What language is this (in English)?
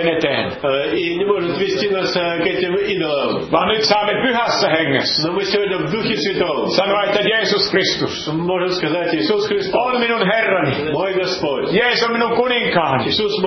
Finnish